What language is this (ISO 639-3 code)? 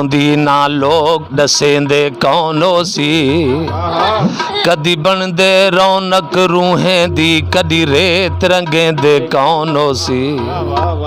skr